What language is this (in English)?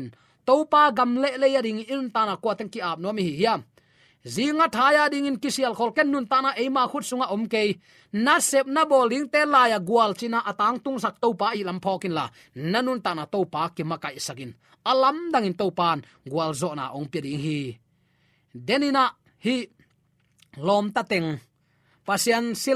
Tedim Chin